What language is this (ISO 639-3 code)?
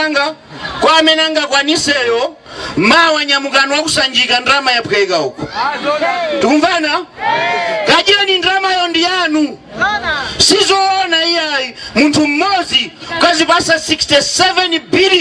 nya